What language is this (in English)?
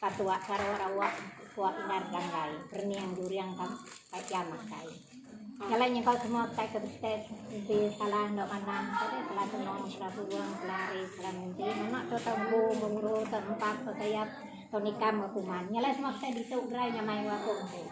Iban